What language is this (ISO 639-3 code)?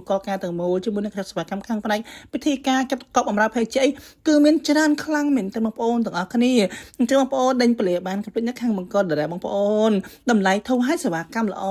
khm